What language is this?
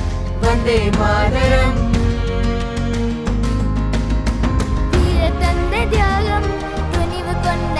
Tamil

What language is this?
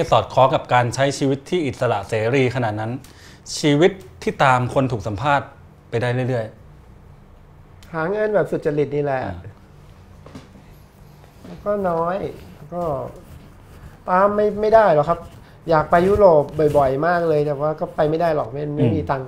Thai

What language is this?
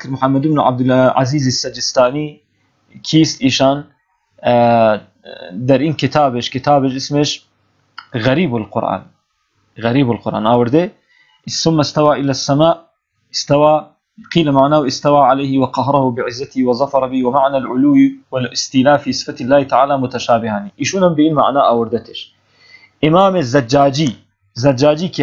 Persian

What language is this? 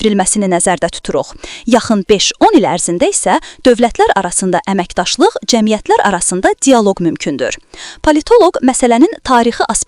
Azerbaijani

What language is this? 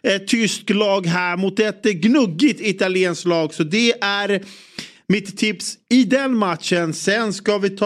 Swedish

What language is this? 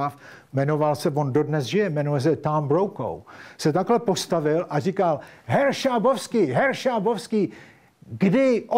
Czech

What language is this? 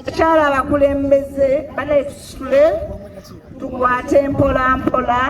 Ganda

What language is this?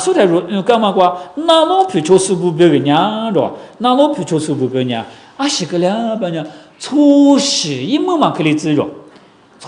Lisu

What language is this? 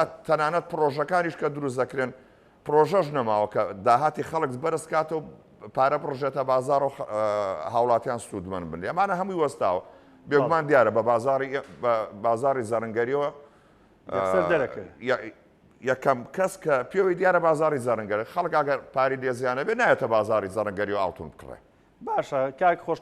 Central Kurdish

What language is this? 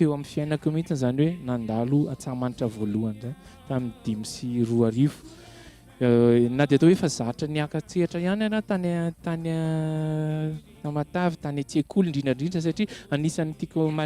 Malagasy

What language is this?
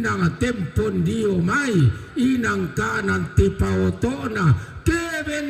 Toraja-Sa'dan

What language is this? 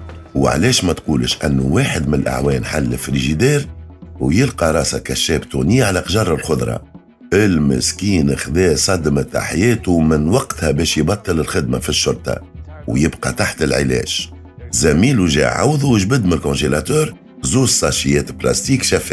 Tunisian Arabic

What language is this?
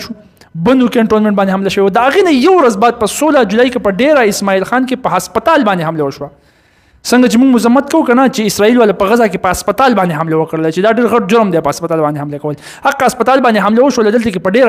Pashto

